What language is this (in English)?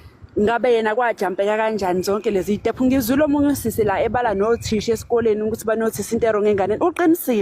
Zulu